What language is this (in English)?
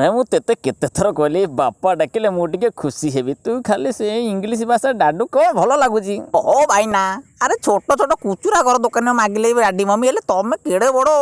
Odia